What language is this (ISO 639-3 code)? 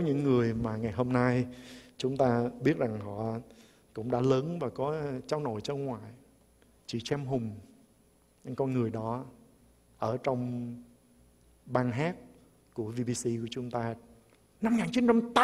vie